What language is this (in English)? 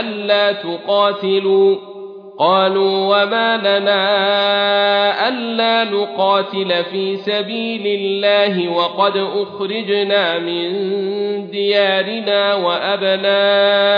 Arabic